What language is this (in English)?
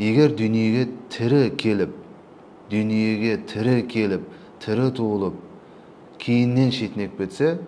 Kazakh